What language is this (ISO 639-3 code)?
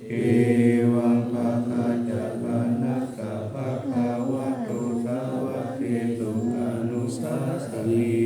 pli